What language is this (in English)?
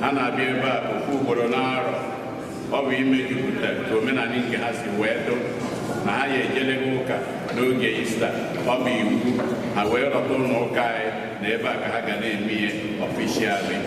Igbo